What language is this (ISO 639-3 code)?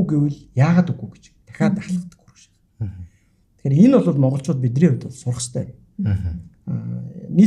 mon